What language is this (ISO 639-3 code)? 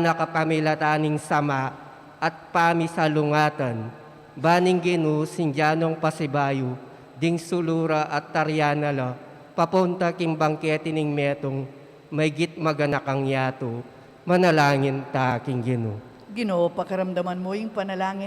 pam